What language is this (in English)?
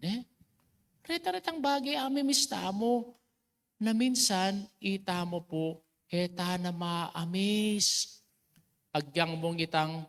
Pampanga